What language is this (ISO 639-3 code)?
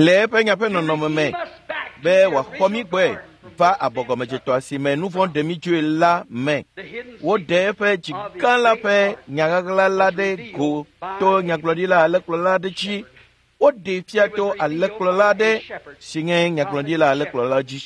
ewe